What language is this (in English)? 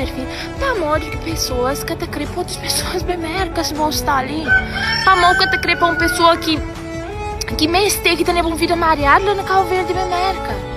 Kabuverdianu